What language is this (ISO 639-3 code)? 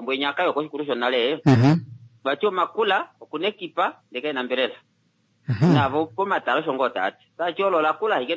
kua